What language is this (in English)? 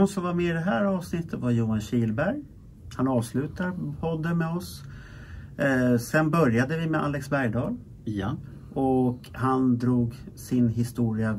Swedish